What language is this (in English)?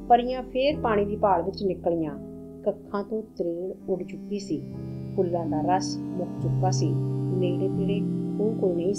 Punjabi